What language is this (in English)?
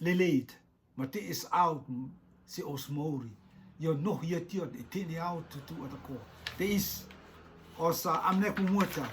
Rotuman